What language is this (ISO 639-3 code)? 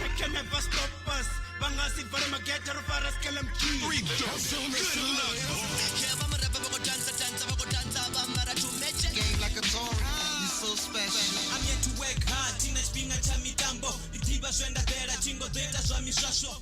ven